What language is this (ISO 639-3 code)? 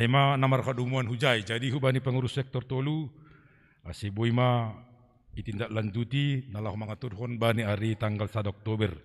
bts